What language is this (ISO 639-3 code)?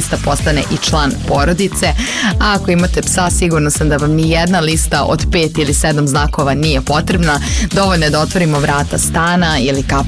srp